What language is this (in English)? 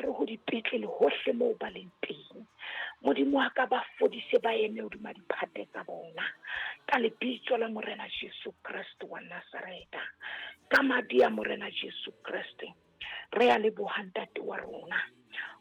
Southern Sotho